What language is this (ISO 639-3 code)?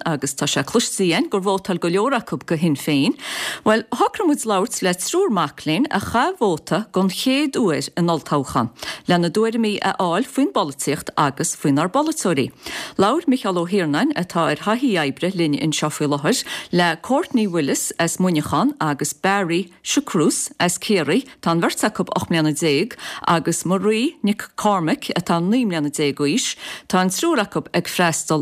gle